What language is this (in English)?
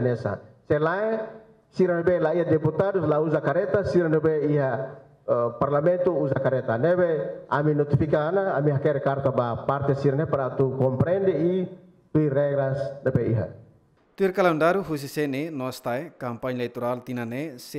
Tetum